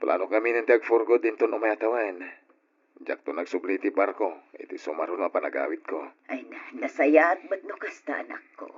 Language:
Iloko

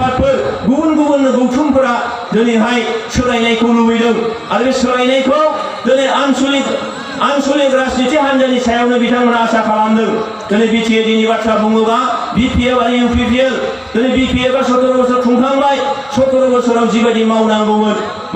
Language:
Bodo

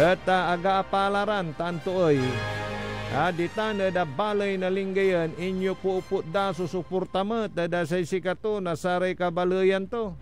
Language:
Pangasinan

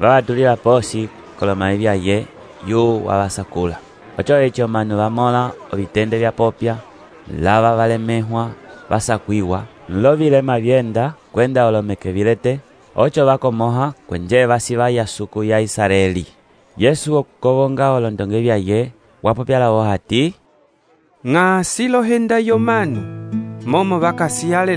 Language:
Umbundu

